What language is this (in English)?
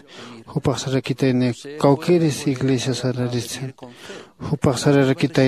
Aymara